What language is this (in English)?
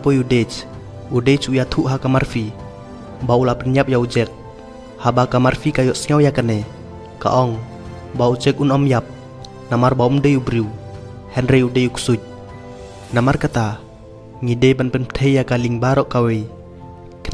Khasi